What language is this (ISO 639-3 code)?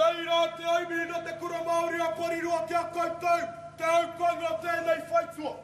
mri